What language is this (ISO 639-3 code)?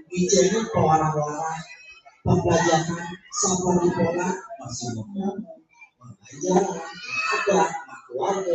ban